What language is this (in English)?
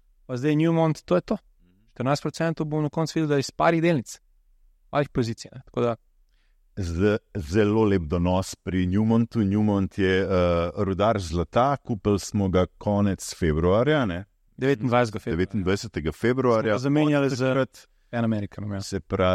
Slovenian